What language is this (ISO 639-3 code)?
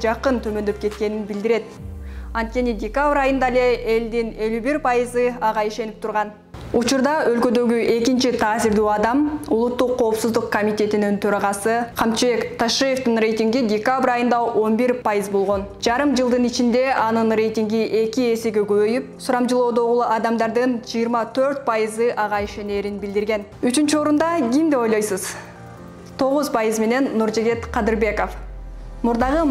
kir